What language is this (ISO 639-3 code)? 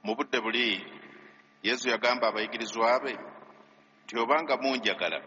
lug